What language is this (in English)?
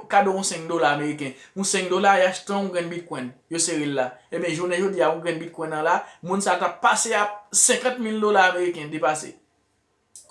Haitian Creole